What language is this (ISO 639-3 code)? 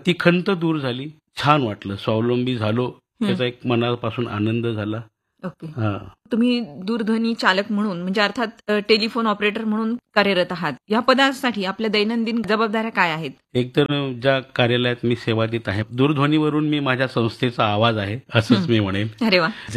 mar